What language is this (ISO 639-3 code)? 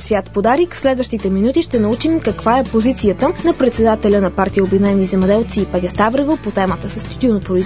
bul